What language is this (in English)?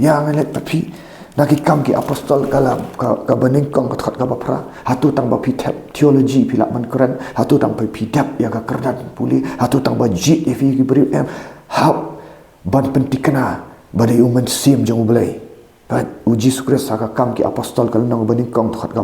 Khasi